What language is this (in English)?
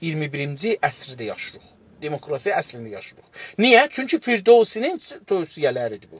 South Azerbaijani